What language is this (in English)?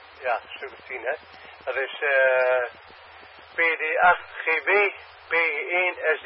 Dutch